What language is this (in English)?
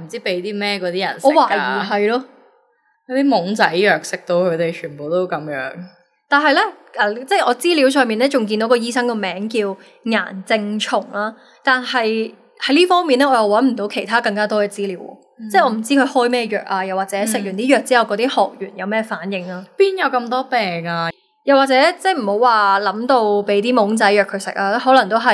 Cantonese